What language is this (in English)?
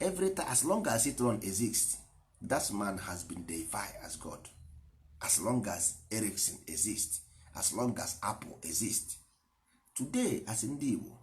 Igbo